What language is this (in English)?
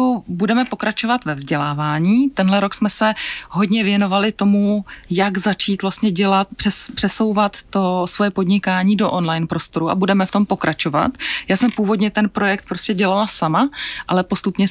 Czech